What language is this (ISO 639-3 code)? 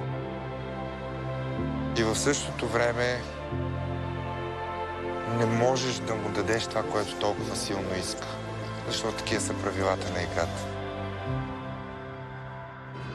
bul